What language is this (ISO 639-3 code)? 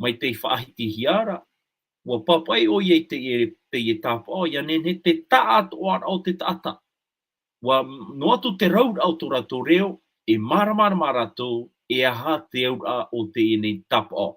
tah